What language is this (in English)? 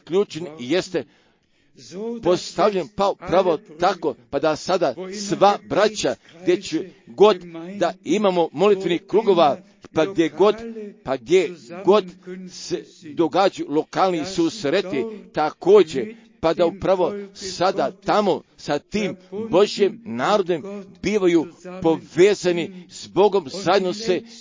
Croatian